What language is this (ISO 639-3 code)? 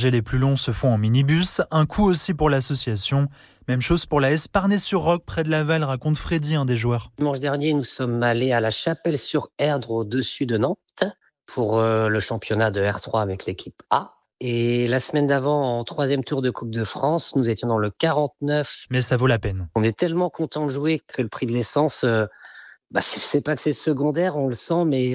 fra